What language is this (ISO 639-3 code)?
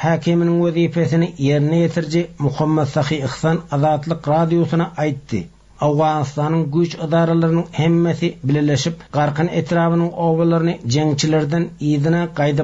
tuk